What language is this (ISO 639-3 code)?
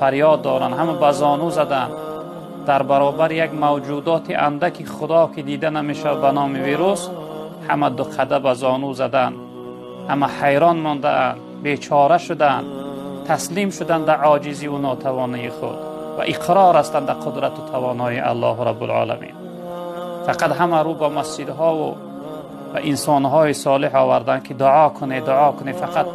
tgk